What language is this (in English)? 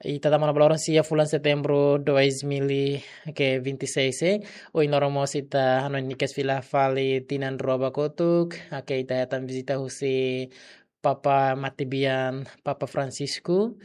Tetum